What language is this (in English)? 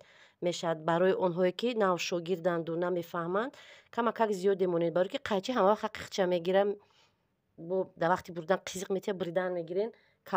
Tajik